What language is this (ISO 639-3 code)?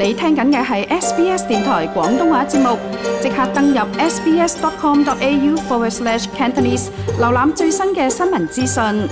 yue